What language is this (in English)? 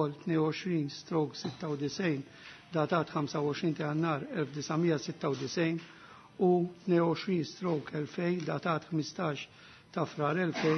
Maltese